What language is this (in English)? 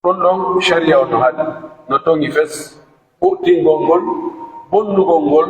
Pular